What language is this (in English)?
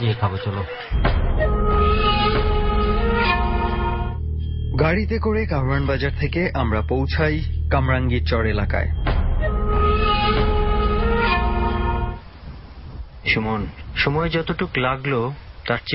Bangla